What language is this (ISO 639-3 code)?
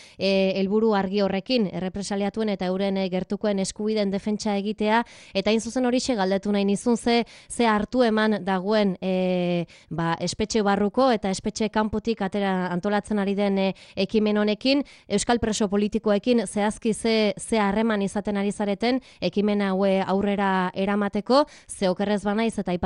eus